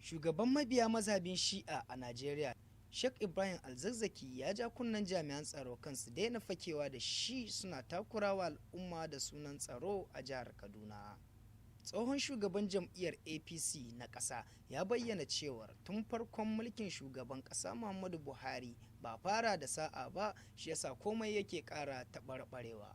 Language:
Hausa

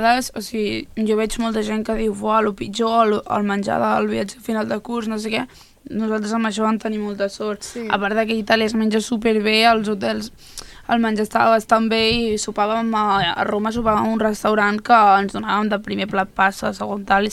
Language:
Catalan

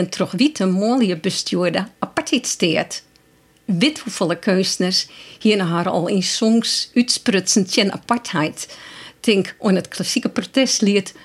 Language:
Western Frisian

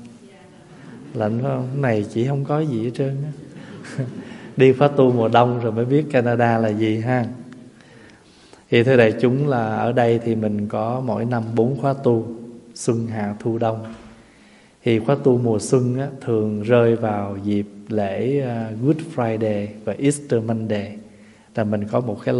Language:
Vietnamese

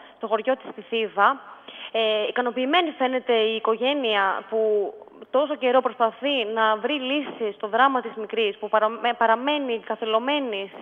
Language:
Greek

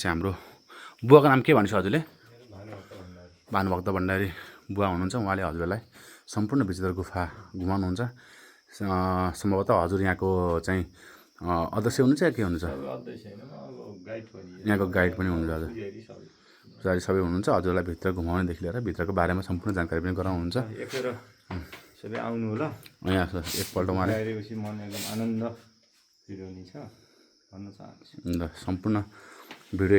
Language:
Nepali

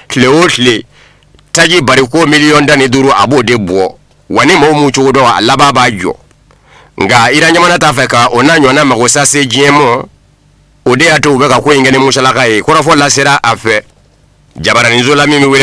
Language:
Bambara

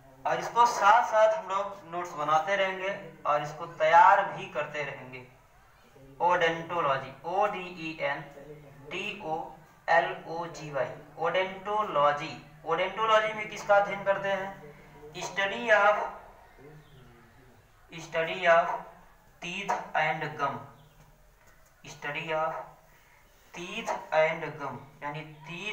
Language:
Hindi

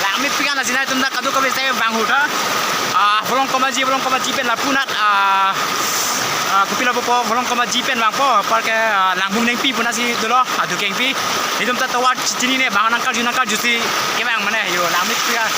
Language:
Karbi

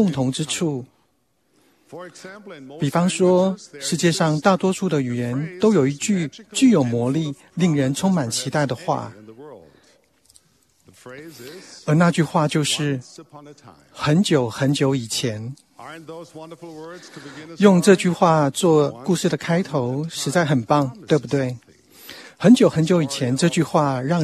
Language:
Chinese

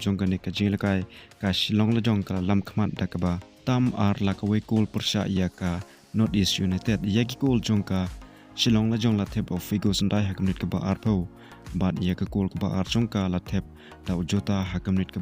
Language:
Khasi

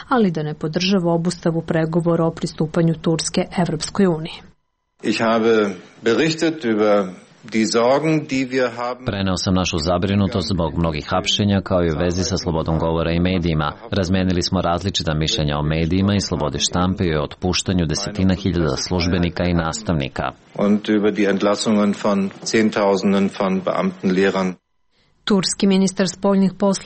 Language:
Serbian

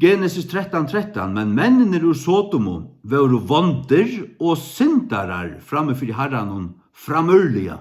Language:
Faroese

